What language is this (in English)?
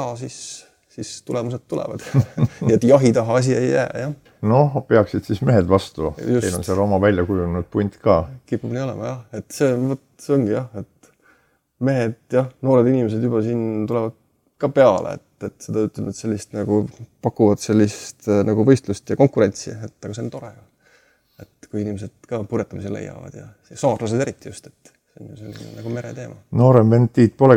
Estonian